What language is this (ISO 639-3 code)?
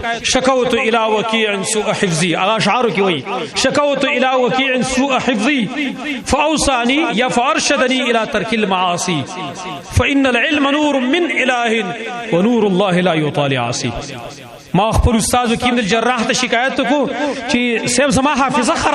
pus